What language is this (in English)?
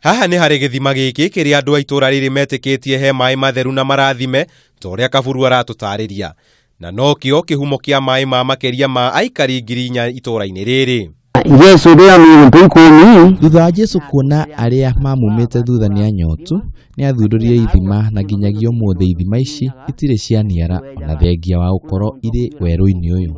Kikuyu